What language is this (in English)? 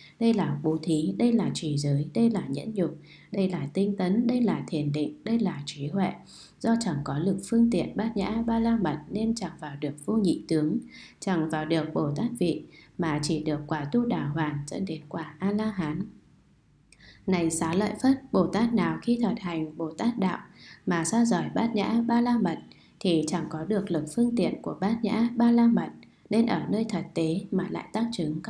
Vietnamese